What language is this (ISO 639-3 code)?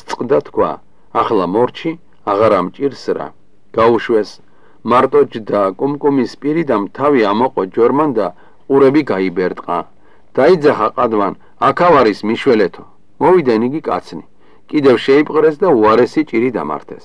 kat